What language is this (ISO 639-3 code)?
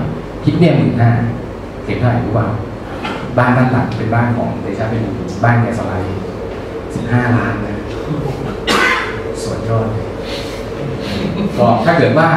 tha